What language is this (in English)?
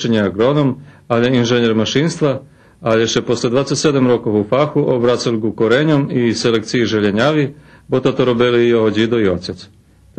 Rusyn